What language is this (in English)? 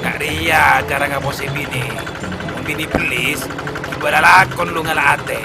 Madurese